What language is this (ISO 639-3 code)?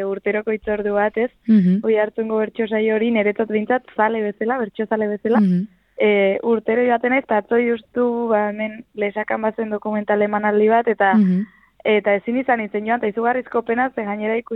eus